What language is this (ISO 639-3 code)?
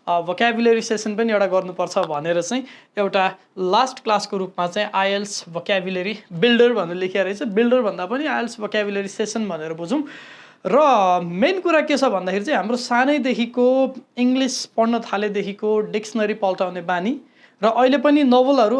nep